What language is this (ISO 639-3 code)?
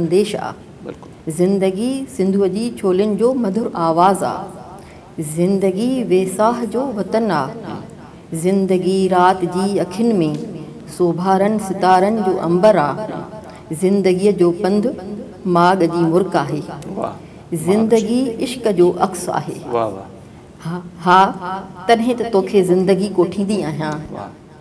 snd